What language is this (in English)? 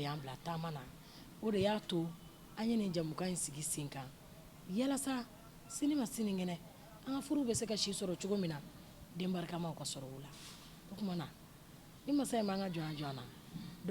Bambara